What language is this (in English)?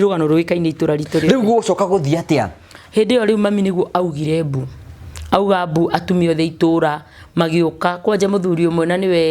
Kikuyu